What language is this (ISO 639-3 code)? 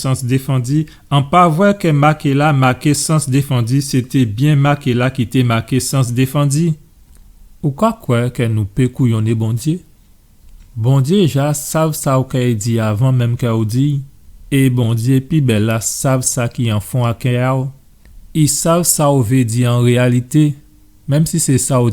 gcf